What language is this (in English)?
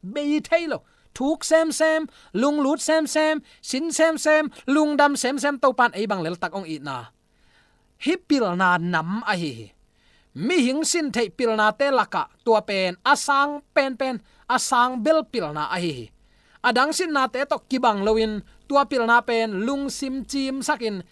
Tedim Chin